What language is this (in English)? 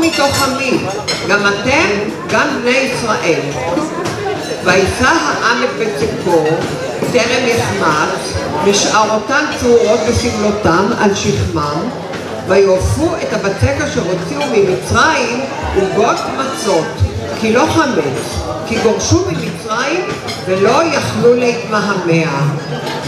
Hebrew